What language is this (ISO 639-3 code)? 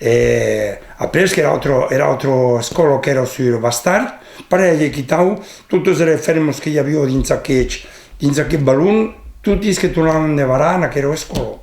oci